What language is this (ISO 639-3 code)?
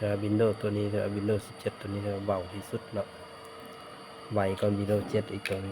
lao